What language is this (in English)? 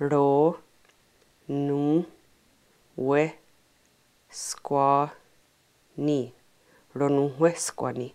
Mohawk